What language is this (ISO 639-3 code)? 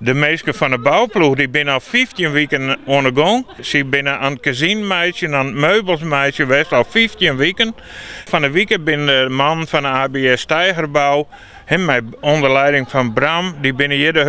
fry